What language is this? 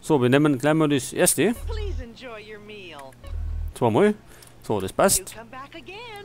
Bavarian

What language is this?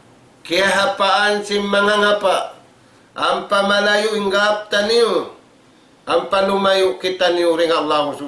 Tausug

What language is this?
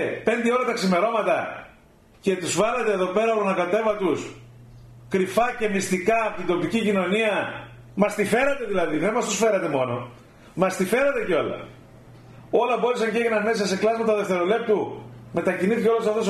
Greek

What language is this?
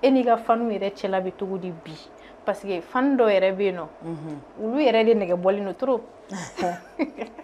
Bambara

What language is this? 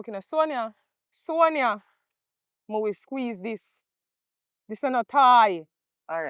Jamaican Creole English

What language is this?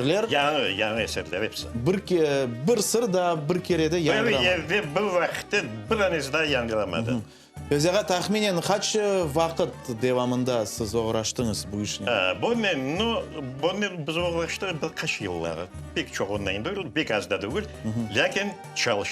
Crimean Tatar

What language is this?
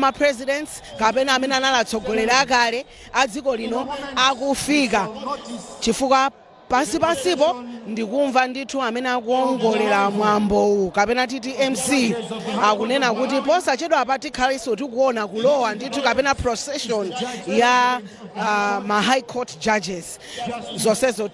Nyanja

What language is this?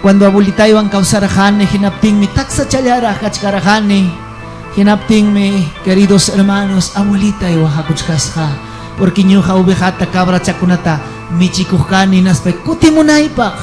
Ayacucho Quechua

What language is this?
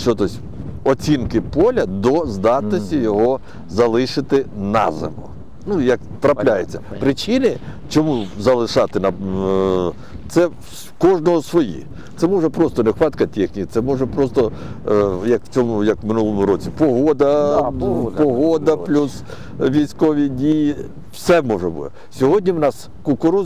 Ukrainian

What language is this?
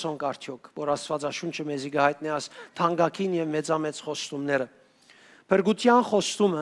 Western Armenian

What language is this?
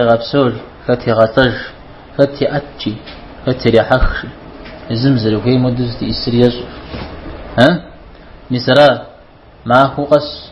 Kabardian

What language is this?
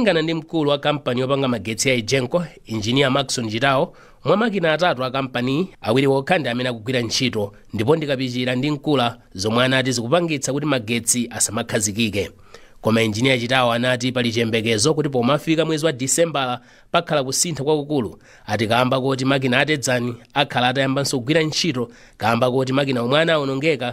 Nyanja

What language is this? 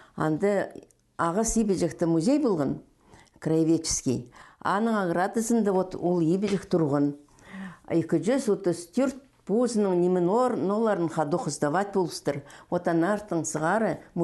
Khakas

